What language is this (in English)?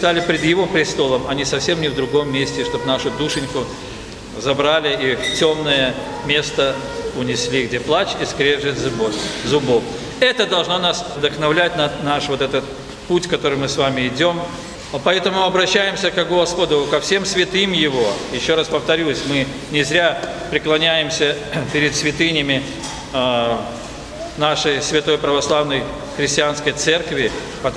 Russian